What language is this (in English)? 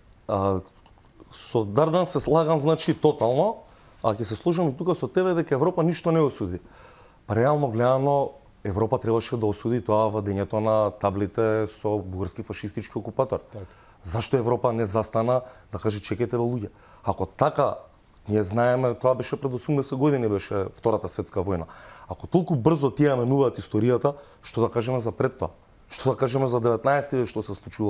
Macedonian